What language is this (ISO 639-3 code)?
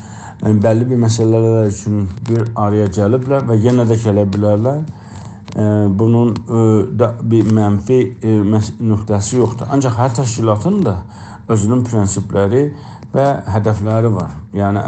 azb